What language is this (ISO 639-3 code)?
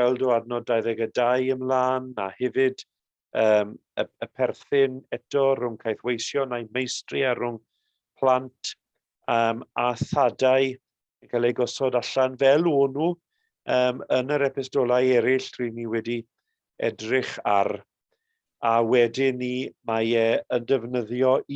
cym